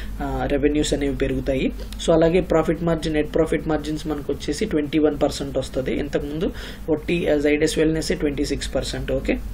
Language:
Telugu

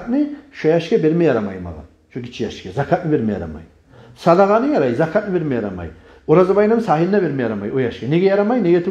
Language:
Kumyk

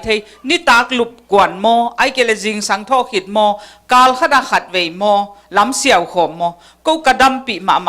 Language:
Tedim Chin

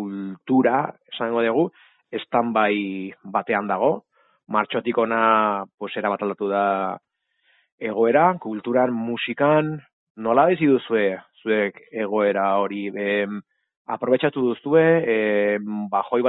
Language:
Basque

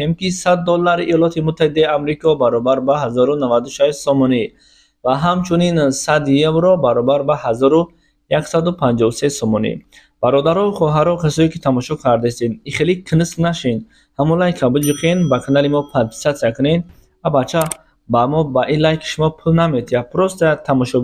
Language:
Tajik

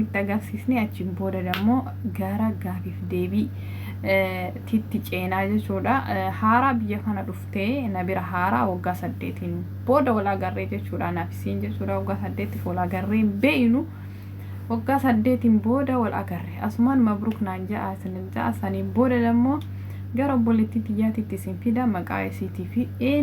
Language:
Oromo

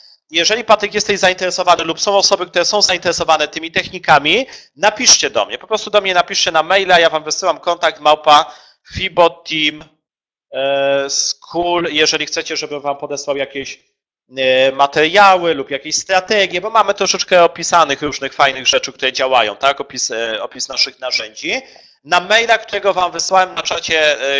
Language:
Polish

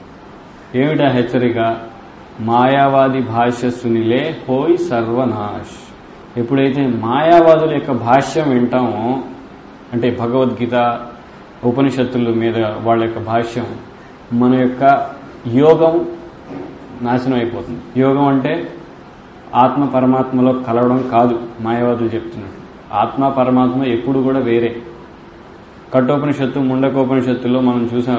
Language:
Telugu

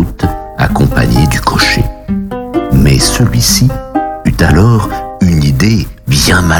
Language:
French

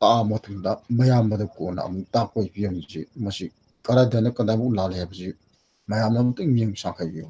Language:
Manipuri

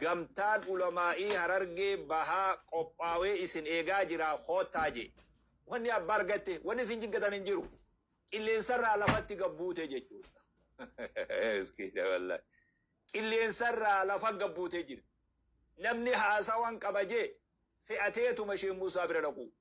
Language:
Oromo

